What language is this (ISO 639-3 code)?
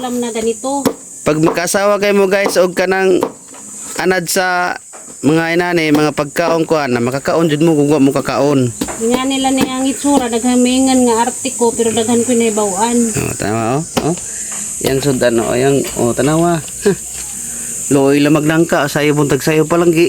ceb